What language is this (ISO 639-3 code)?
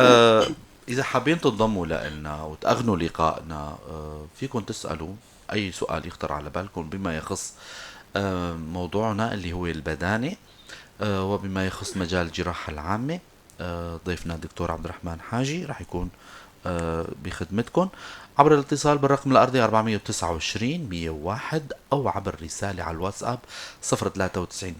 apc